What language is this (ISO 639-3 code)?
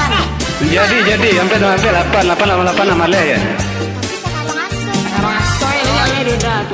min